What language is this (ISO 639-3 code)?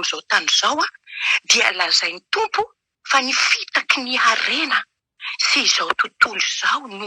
mlg